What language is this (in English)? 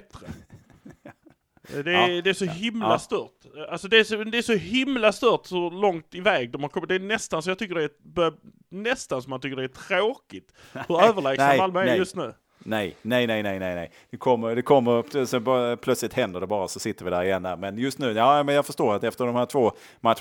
Swedish